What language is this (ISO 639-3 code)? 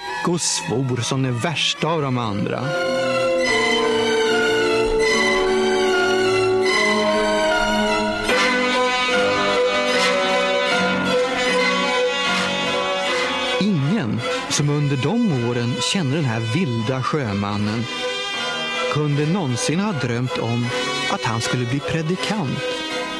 swe